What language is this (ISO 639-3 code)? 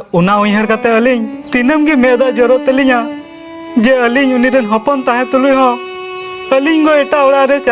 sat